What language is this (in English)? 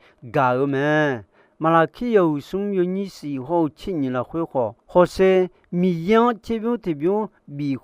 Akha